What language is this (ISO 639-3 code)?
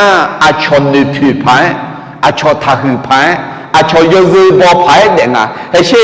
ahk